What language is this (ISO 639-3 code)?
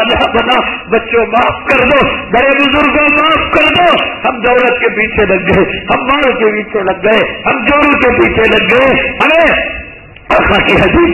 urd